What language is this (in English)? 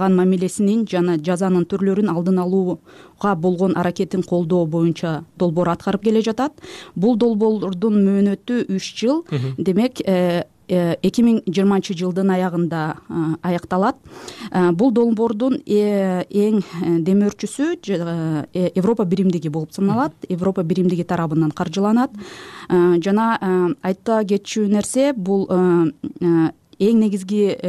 Kyrgyz